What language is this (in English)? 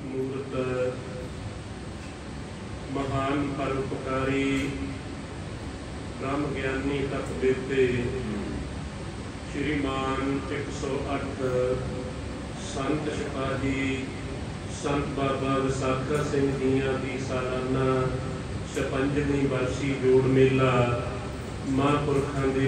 Punjabi